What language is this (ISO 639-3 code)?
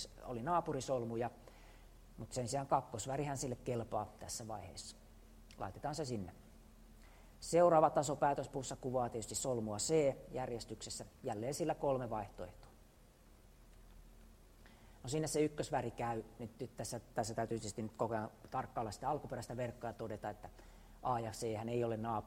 fin